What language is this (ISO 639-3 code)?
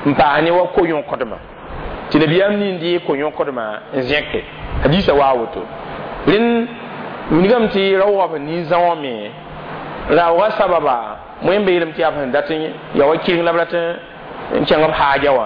mos